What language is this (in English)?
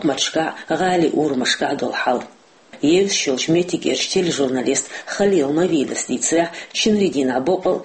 Chechen